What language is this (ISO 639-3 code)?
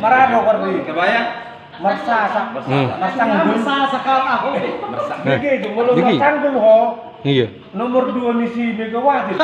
bbc